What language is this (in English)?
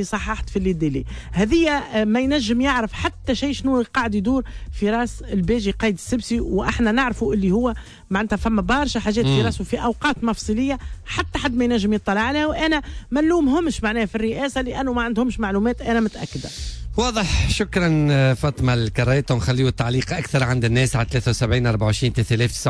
Tunisian Arabic